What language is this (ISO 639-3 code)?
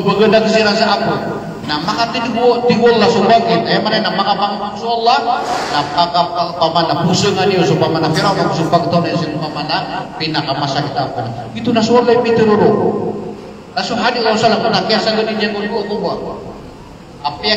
mrw